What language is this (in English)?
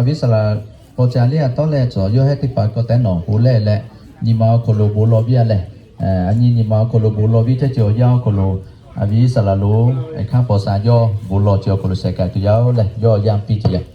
Lahu